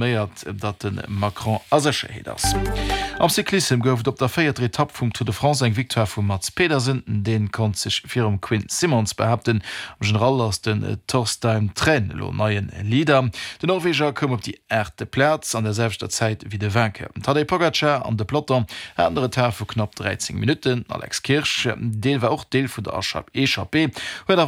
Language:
Luxembourgish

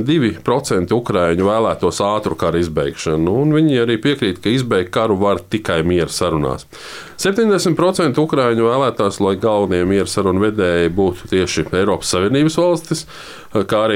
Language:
Latvian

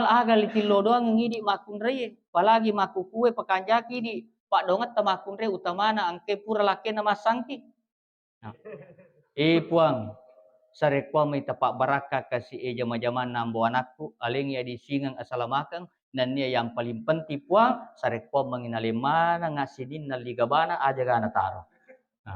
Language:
Buginese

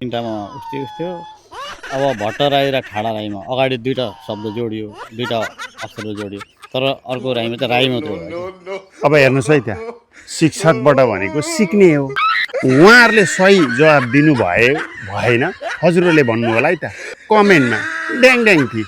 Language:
Nepali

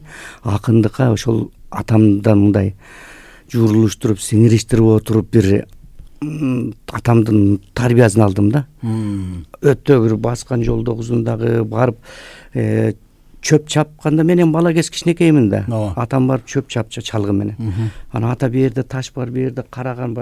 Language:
Kyrgyz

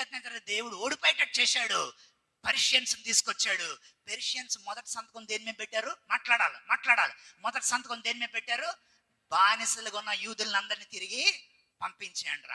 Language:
Telugu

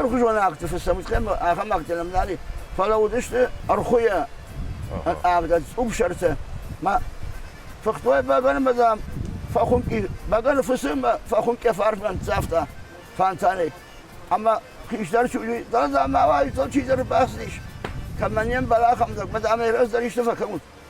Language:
Ossetic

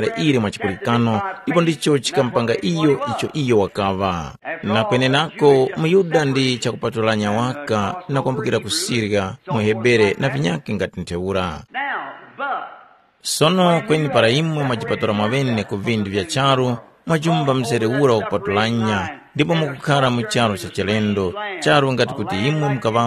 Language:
Tumbuka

